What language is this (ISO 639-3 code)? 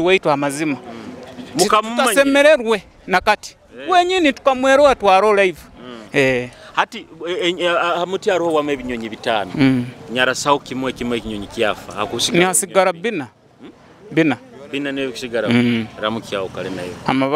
nyo